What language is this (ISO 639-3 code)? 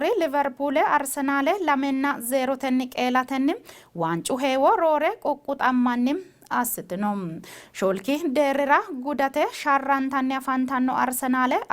sid